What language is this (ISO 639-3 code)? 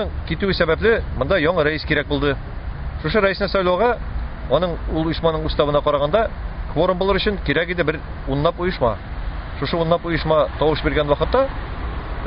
tat